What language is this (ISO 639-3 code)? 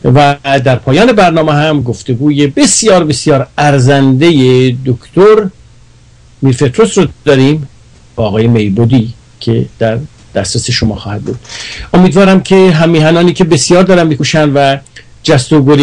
fas